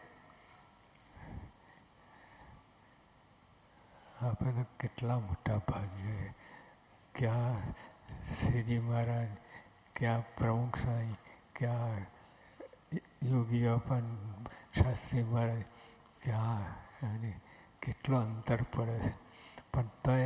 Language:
Gujarati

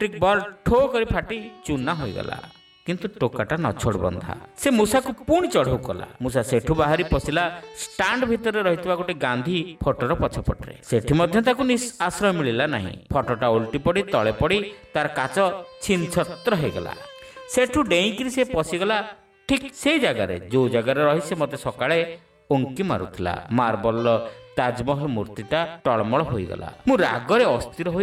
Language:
Odia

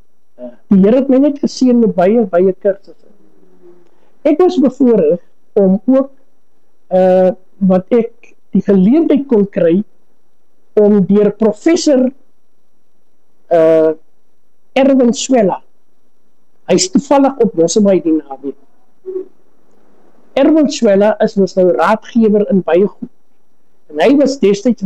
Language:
Afrikaans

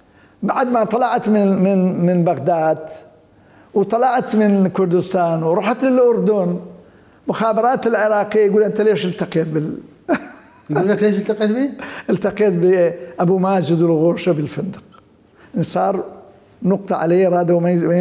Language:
Mesopotamian Arabic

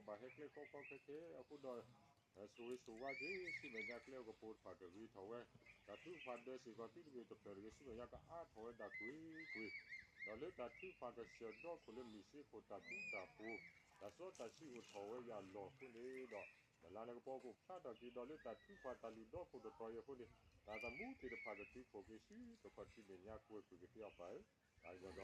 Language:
S'gaw Karen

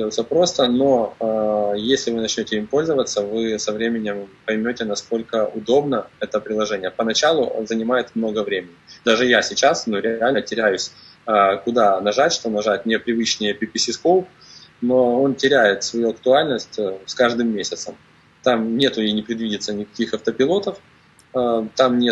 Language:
Russian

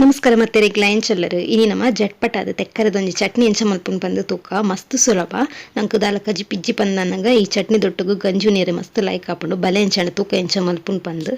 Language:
Tulu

